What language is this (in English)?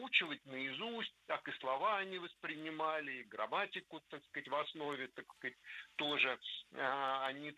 Russian